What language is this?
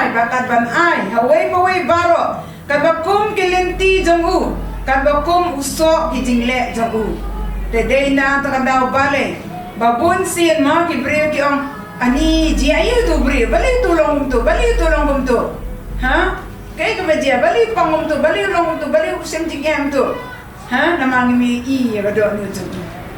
Khasi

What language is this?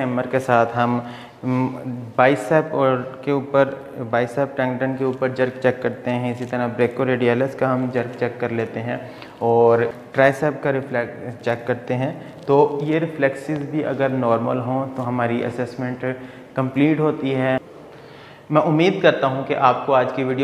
Hindi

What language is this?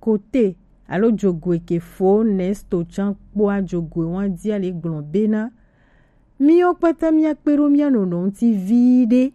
Gen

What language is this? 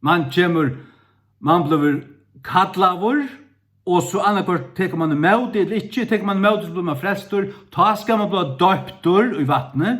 Faroese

